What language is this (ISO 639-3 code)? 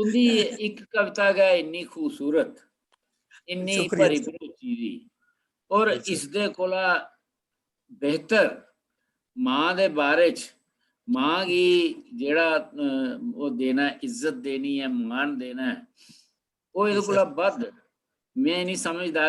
doi